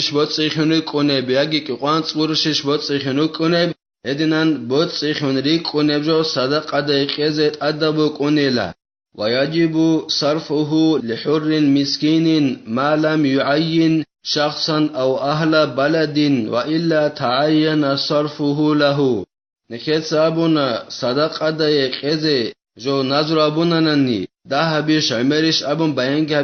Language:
Avaric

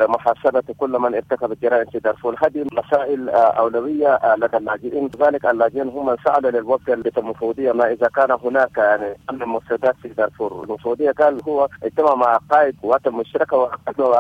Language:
Sudanese Arabic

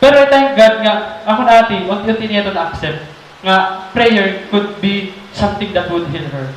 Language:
Waray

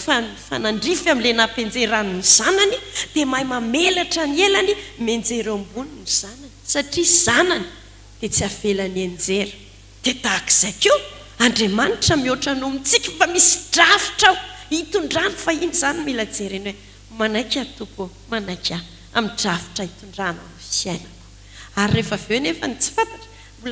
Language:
Malagasy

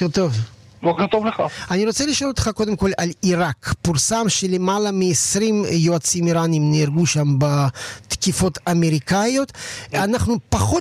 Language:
Hebrew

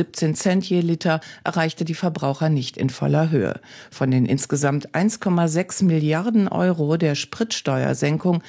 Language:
German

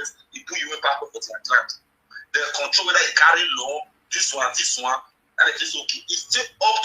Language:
Nigerian Pidgin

